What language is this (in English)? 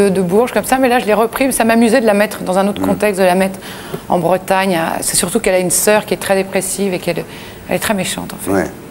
French